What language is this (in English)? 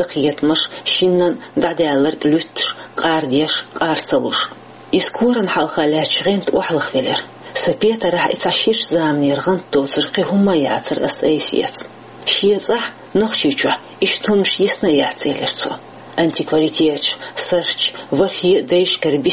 Chechen